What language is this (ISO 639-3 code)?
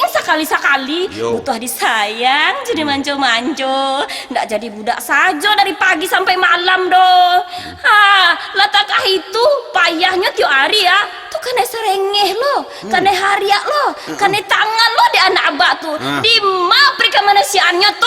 min